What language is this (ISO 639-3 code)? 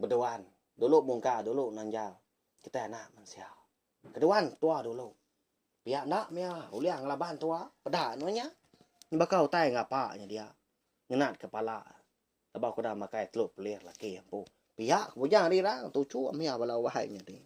iba